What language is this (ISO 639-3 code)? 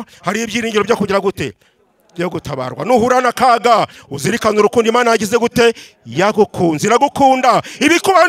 kin